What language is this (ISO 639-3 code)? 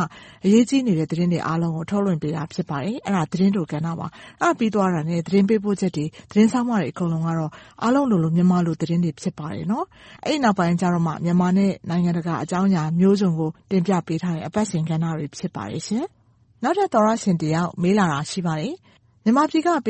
mya